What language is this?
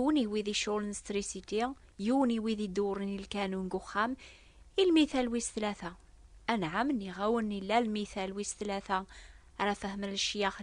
Kabyle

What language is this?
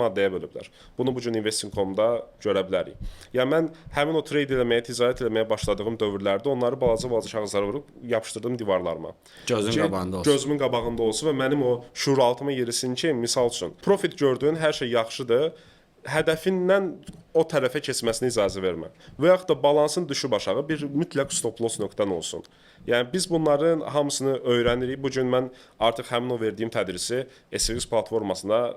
Azerbaijani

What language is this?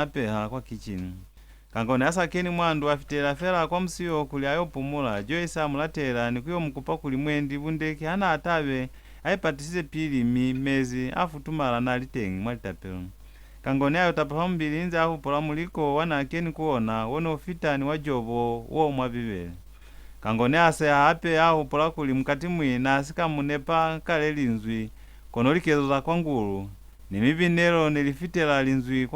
Lozi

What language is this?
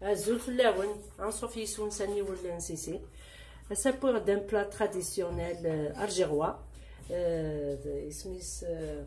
Kabyle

